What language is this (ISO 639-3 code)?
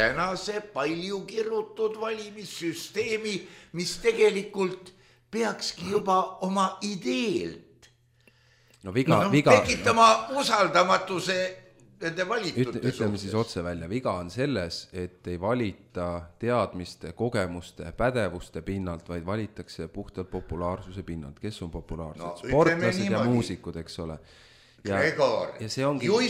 est